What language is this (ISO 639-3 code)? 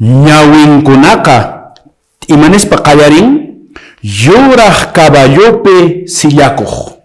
que